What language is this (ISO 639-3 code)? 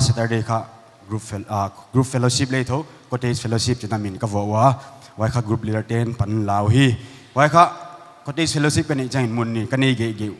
pck